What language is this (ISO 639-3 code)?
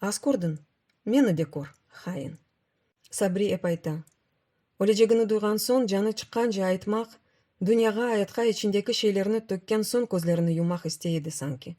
crh